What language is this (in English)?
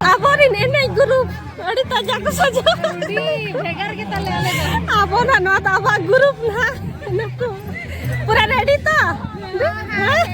Santali